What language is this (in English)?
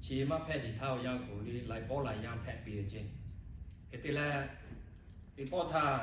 Lahu